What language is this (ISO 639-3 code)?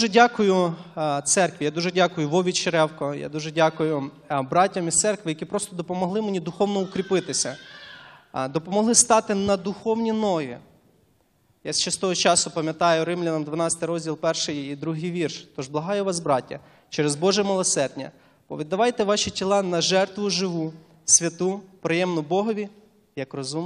ukr